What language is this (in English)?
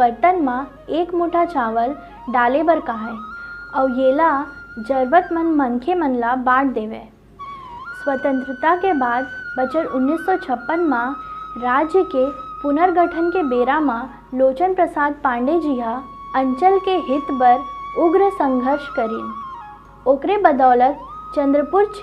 Chhattisgarhi